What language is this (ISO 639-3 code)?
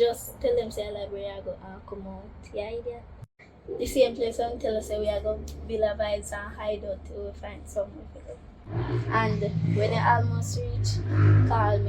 jam